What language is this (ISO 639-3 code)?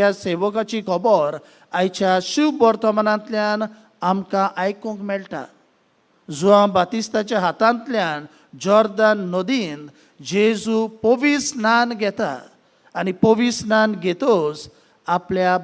kok